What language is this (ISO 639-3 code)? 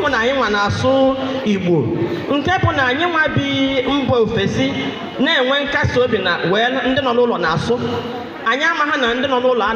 ibo